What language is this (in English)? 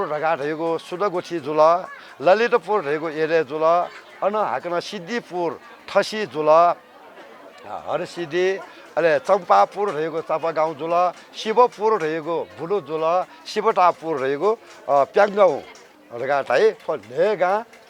Newari